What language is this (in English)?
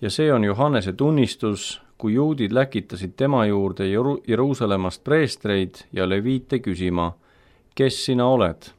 Estonian